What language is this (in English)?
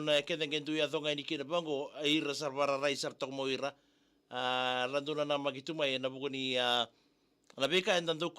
Fijian